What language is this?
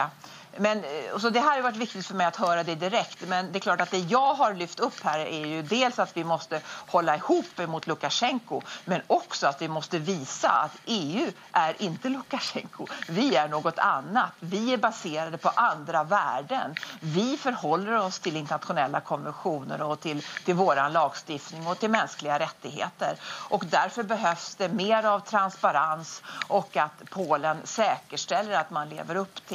Swedish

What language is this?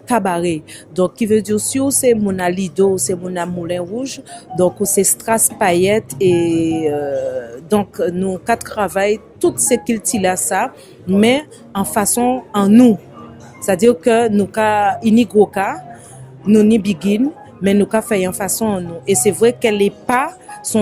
Guadeloupean Creole French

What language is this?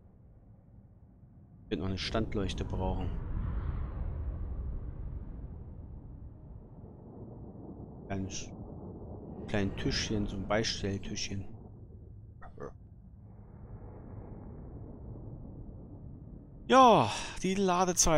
German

